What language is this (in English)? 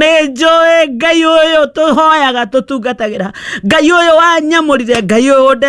Kikuyu